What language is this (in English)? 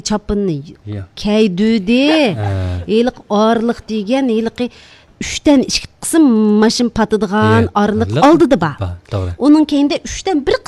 Uyghur